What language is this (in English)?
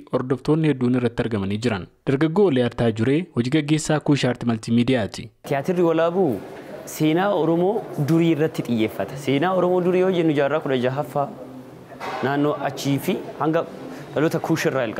Oromo